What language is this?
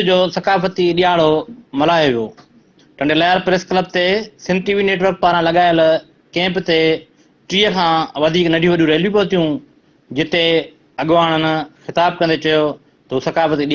Sindhi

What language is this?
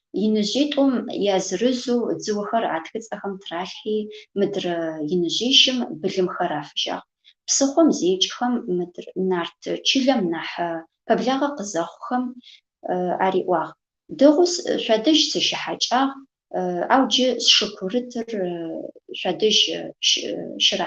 Adyghe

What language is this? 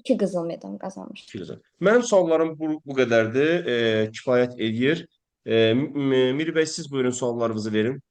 Azerbaijani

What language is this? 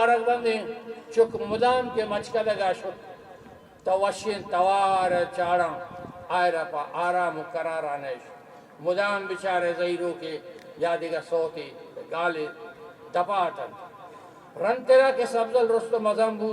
Eastern Balochi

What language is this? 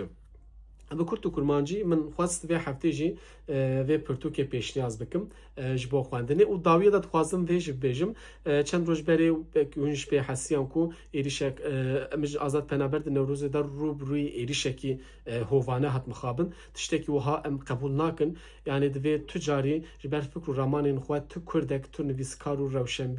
Kurdish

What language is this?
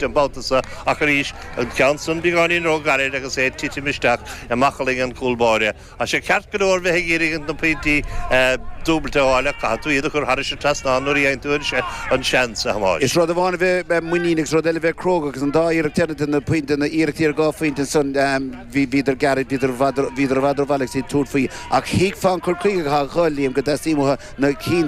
Irish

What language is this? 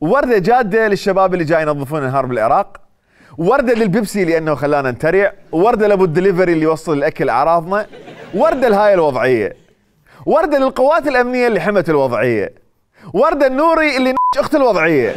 Mesopotamian Arabic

